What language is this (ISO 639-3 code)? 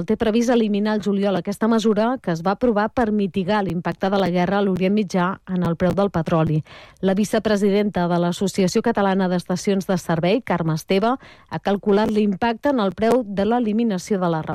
cat